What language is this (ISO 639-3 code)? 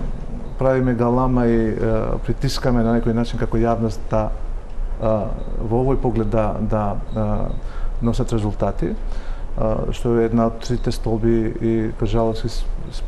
mkd